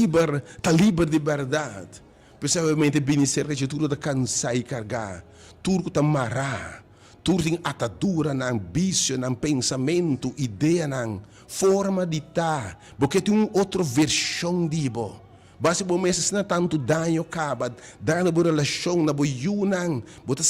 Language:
Papiamento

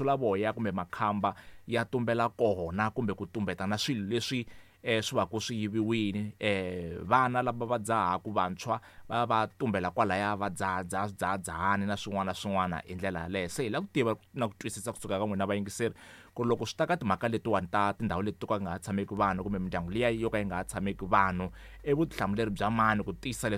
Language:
Tsonga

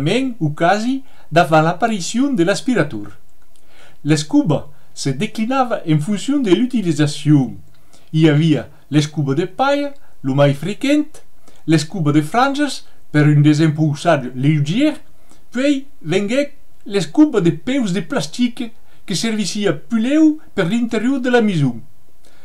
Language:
Occitan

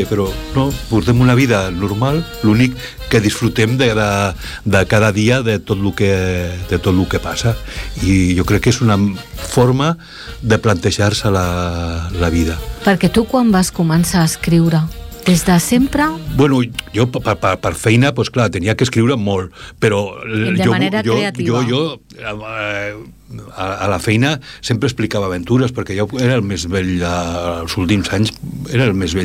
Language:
Catalan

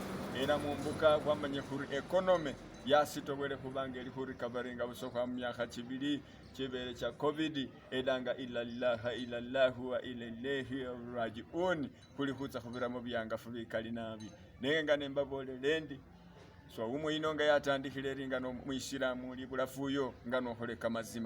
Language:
Masaaba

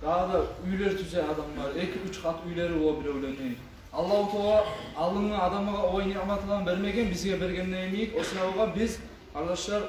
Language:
Kumyk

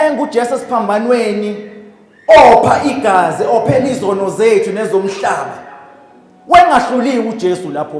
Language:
Zulu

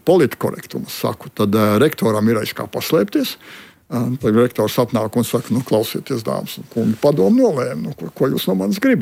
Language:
Latvian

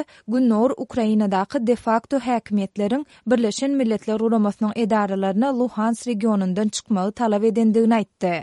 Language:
Turkmen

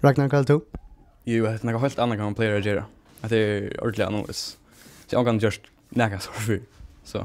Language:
Faroese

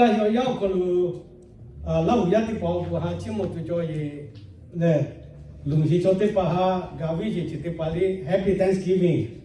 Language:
Lahu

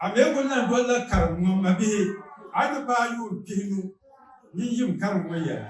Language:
Dagbani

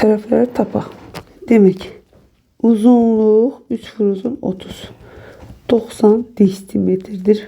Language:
Azerbaijani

